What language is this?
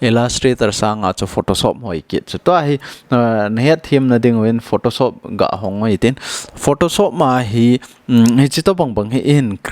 Thado Chin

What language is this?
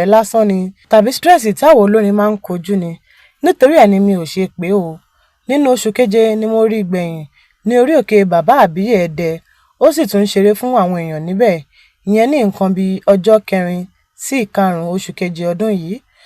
Yoruba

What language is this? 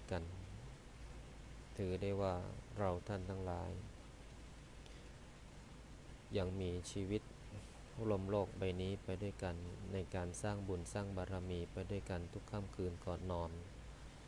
Thai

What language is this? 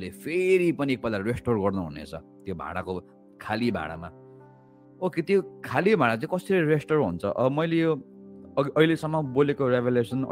Nepali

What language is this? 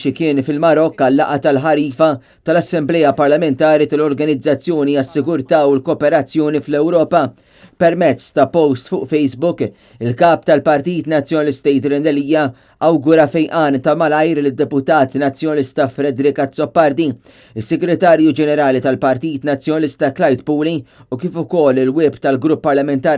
Maltese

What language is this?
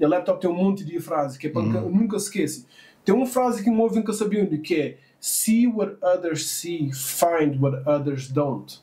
Kabuverdianu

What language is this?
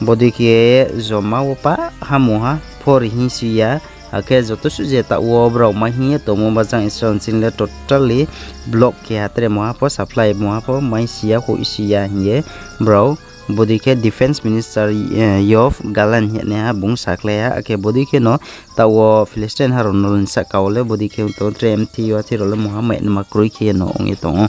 Riang (India)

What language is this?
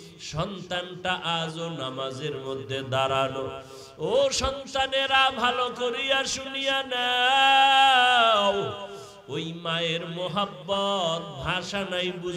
Bangla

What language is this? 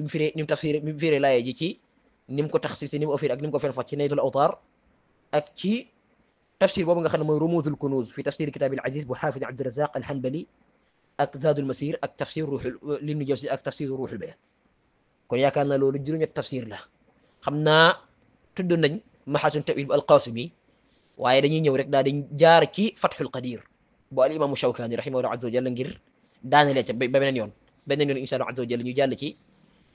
Wolof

